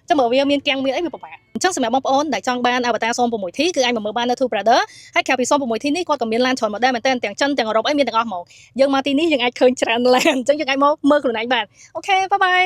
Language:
Khmer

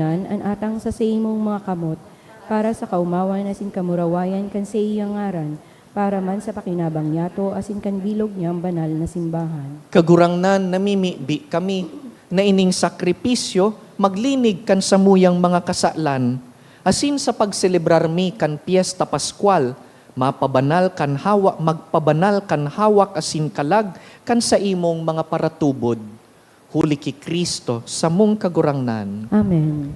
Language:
Bikol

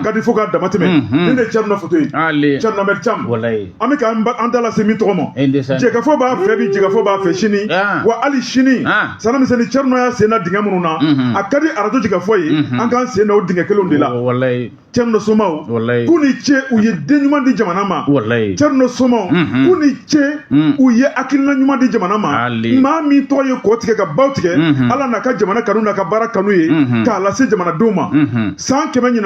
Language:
Bambara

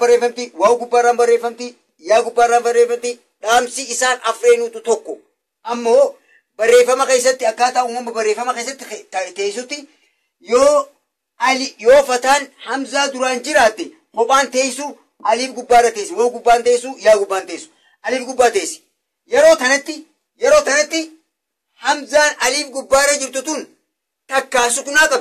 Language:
Oromo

